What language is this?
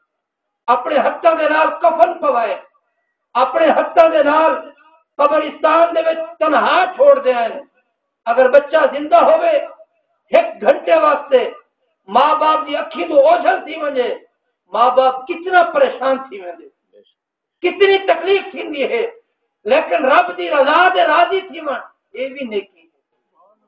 Saraiki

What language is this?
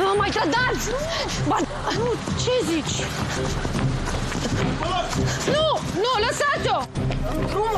Romanian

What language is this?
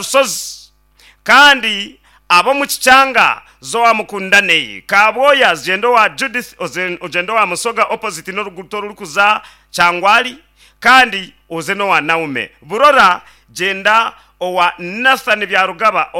Nyankole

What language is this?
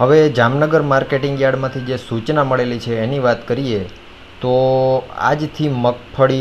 Gujarati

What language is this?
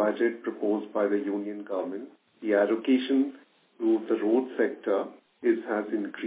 English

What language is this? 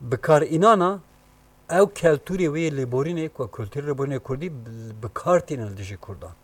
Kurdish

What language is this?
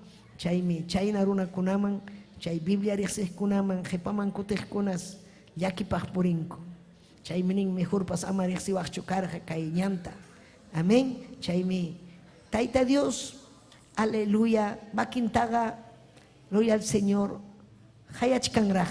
Ayacucho Quechua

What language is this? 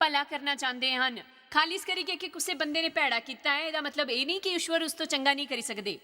Dogri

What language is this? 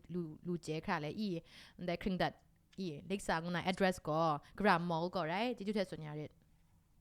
Kachin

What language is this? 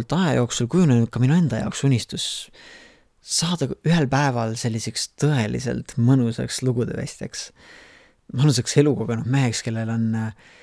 Estonian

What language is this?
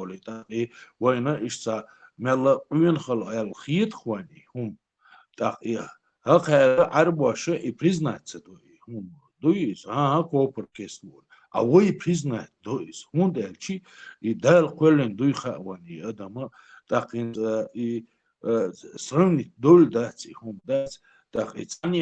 Chechen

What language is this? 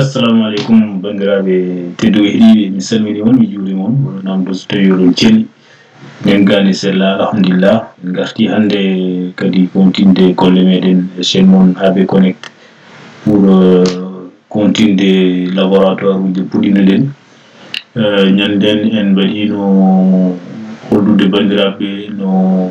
Fula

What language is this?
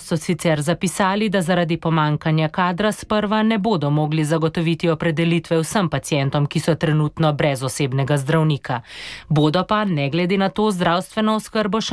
Slovenian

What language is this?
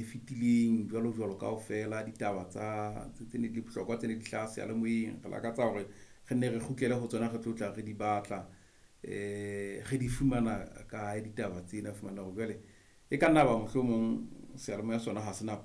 Southern Sotho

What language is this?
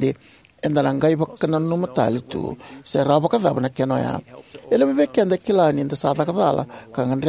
Fijian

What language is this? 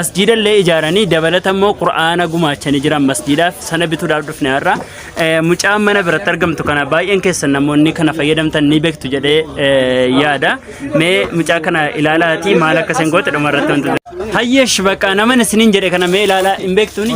Oromo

